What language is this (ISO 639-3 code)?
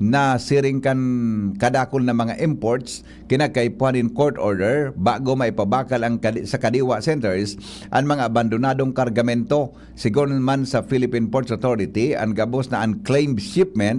bik